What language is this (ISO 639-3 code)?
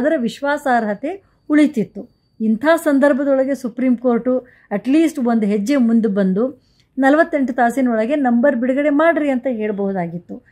kan